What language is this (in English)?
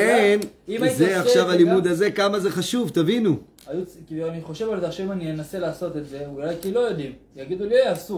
Hebrew